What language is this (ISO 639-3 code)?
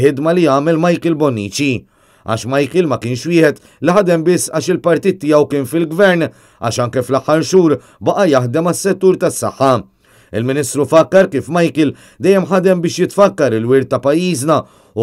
mlt